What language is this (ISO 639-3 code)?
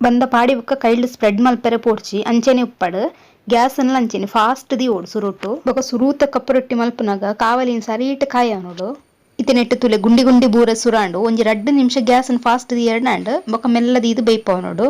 tcy